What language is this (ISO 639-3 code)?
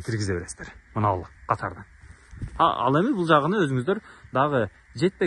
kir